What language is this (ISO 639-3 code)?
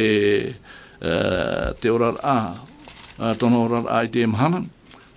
tah